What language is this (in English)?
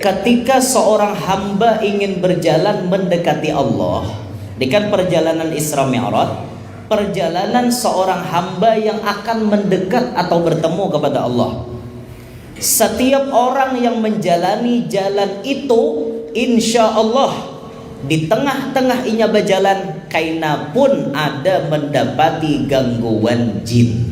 Banjar